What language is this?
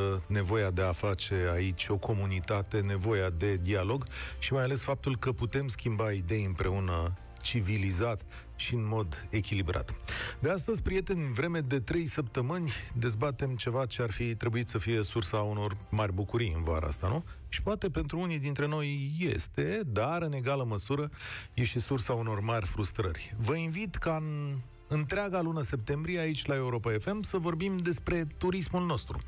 Romanian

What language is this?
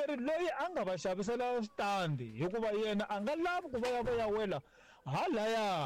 Tsonga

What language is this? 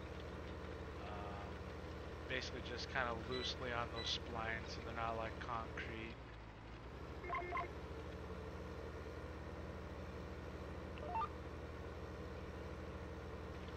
English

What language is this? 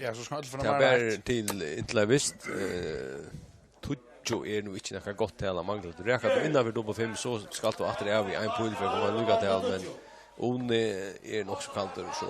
Faroese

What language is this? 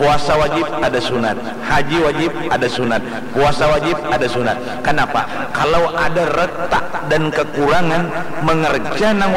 Banjar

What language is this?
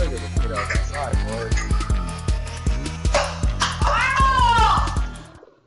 English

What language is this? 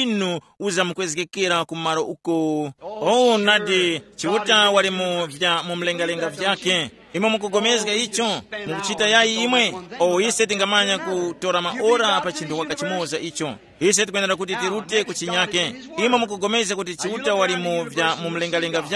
Tumbuka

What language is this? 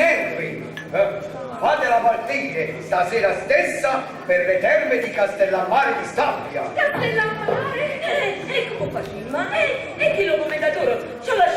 Neapolitan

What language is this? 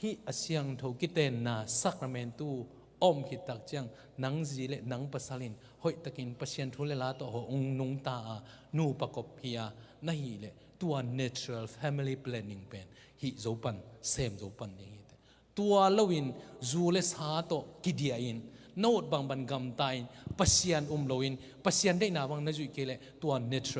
Tedim Chin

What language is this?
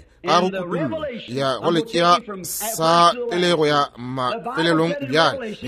Northern Sotho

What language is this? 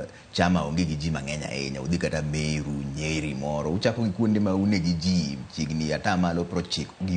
Luo (Kenya and Tanzania)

